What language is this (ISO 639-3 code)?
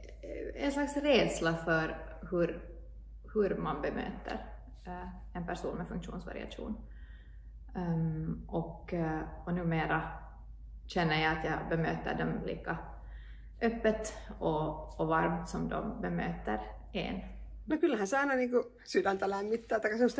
swe